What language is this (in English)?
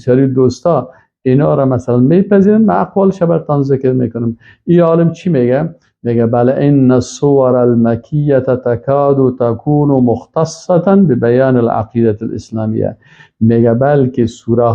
Persian